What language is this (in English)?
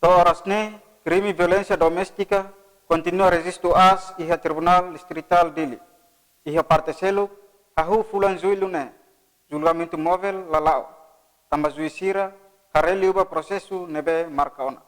Tetum